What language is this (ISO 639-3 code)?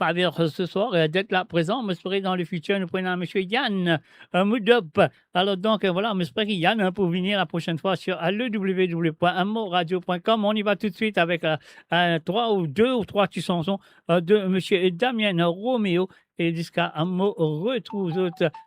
mfe